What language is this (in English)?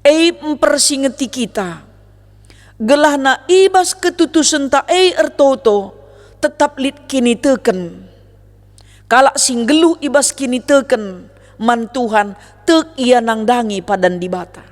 Batak Karo